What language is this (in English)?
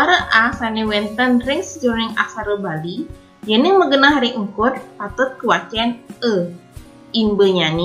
Balinese